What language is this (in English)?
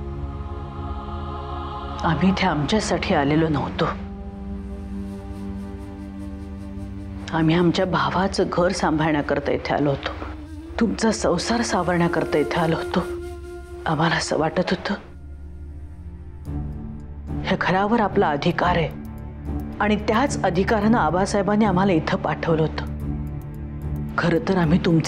Marathi